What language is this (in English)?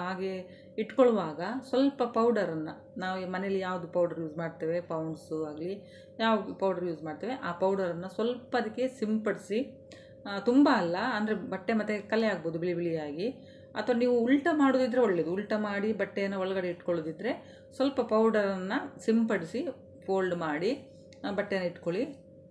Kannada